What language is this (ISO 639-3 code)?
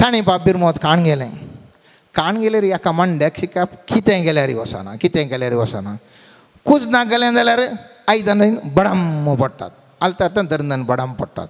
kok